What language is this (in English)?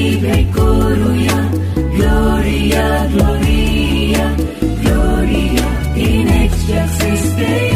Konkani